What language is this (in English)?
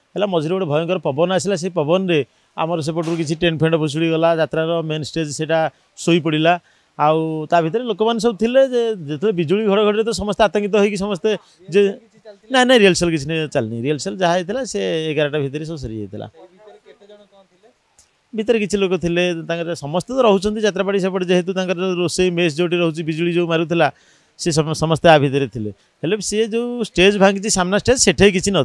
Odia